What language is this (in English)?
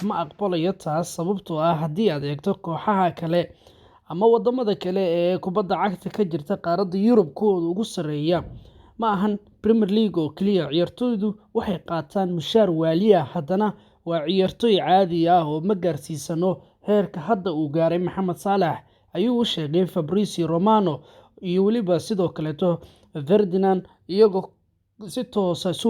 Somali